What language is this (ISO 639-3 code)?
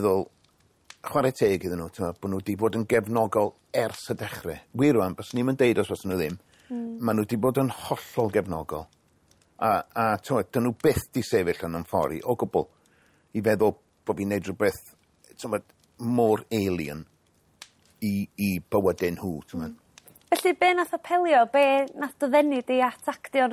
cym